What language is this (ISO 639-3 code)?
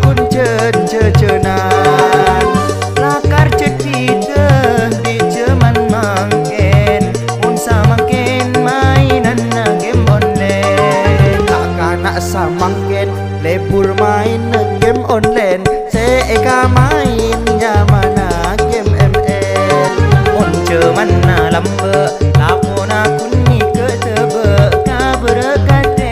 mad